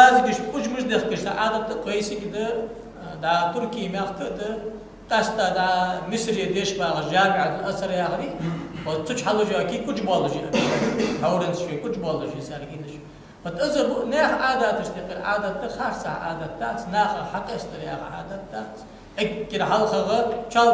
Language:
Ingush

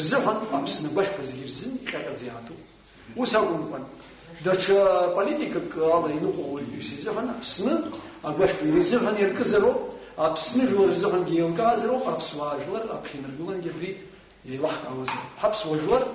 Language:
Abkhazian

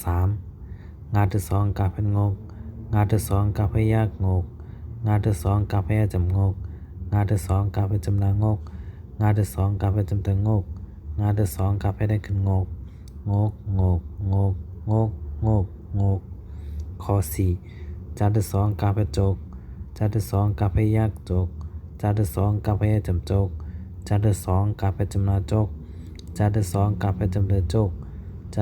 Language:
Shan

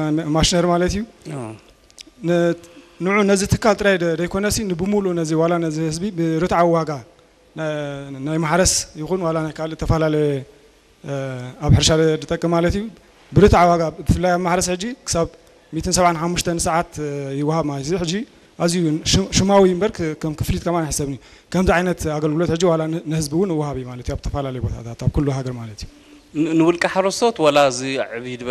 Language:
Tigrinya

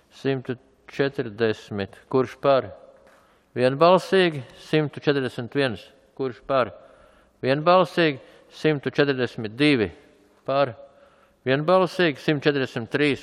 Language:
Latvian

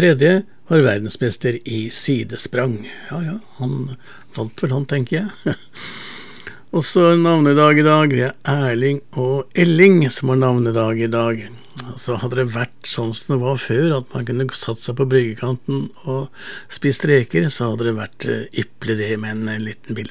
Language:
Norwegian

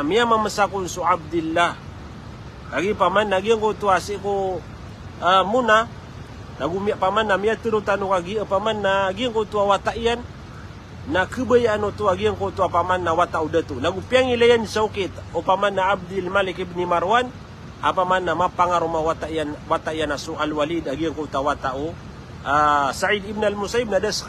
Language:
Maranao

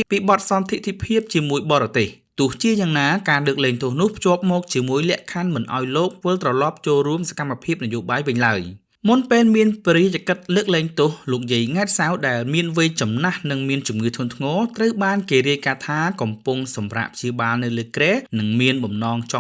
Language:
Khmer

